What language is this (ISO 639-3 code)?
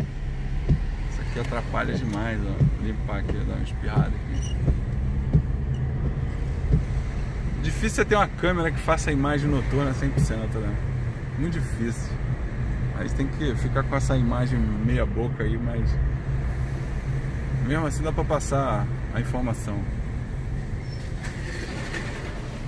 por